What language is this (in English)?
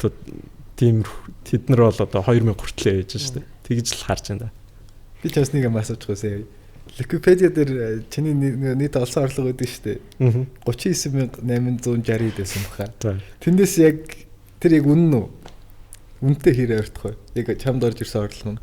Mongolian